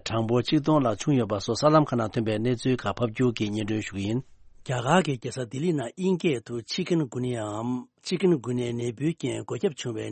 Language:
Tibetan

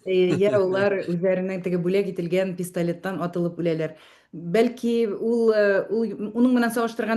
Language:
Bashkir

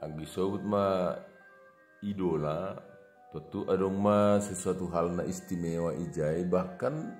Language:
Batak Simalungun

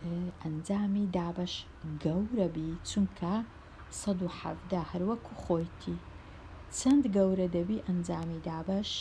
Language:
Central Kurdish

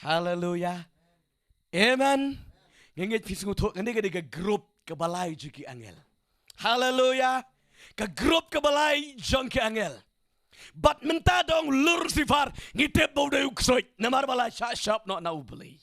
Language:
Khasi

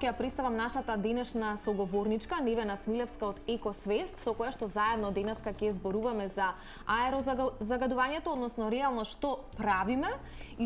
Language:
Macedonian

